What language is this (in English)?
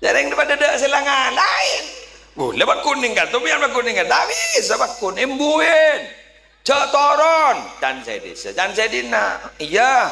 Madurese